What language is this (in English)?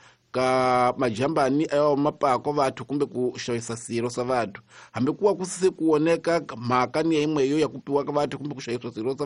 Tsonga